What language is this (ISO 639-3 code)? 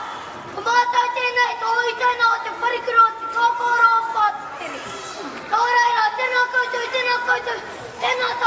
mri